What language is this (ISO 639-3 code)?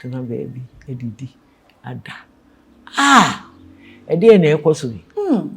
aka